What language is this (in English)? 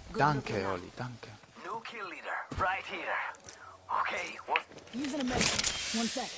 Swiss German